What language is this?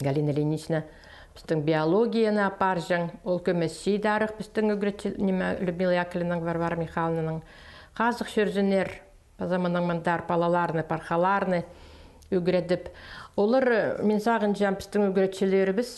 Khakas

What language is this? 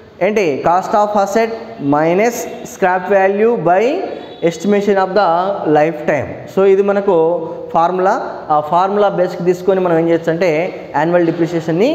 Telugu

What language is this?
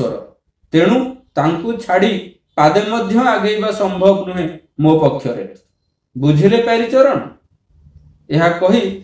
Odia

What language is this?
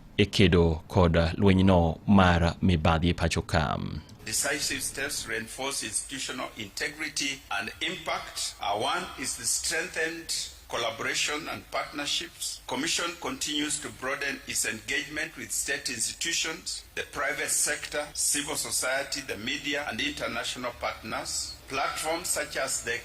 Luo (Kenya and Tanzania)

